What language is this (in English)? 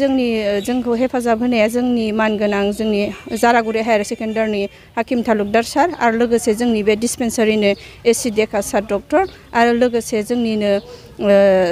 Bodo